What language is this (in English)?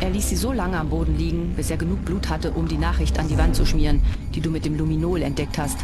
Bavarian